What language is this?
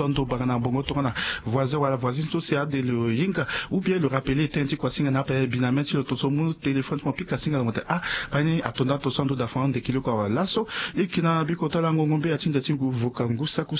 Sango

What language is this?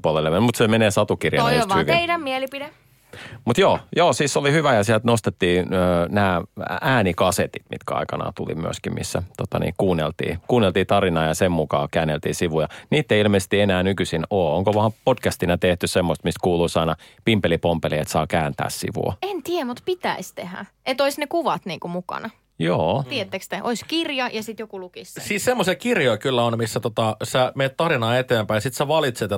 Finnish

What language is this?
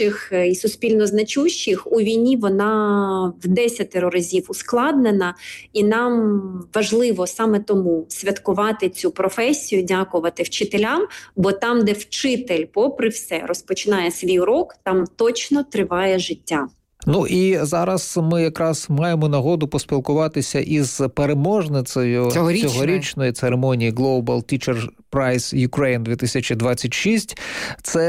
Ukrainian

